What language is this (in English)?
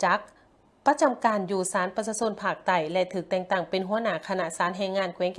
Lao